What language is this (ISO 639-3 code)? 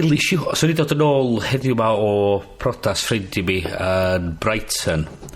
cym